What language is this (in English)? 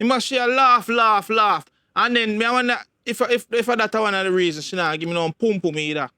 Jamaican Creole English